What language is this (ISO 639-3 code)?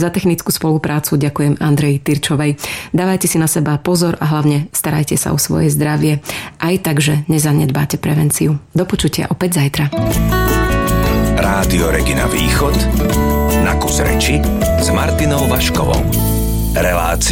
slk